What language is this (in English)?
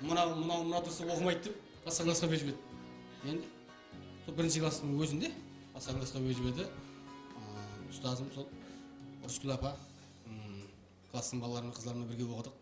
Kara-Kalpak